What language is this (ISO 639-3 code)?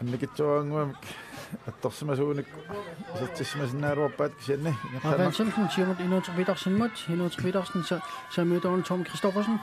kal